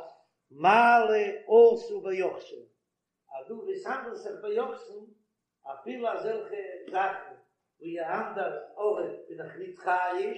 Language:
Yiddish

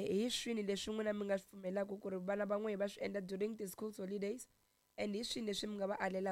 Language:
Tsonga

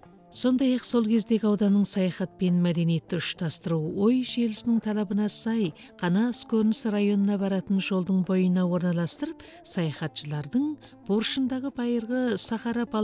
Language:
Kazakh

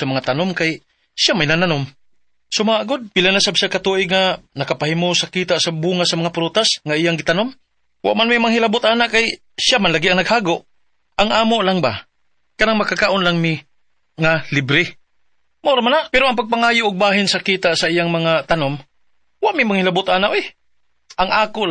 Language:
Cebuano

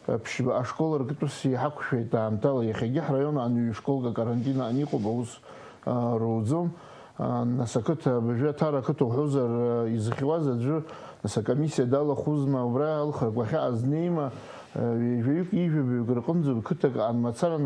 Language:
Abkhazian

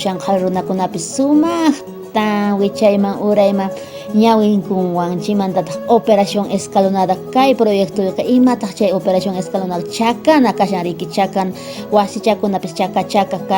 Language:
Quechua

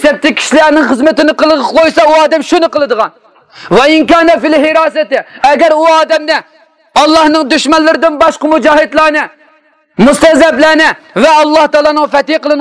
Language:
Uyghur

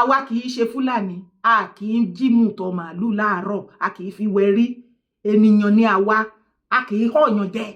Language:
Yoruba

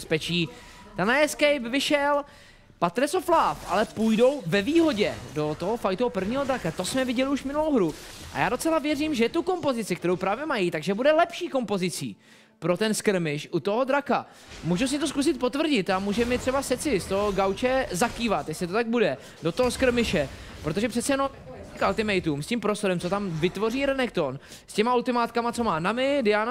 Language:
Czech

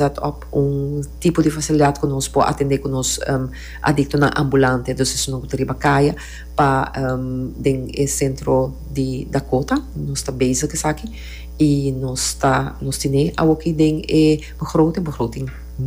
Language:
Papiamento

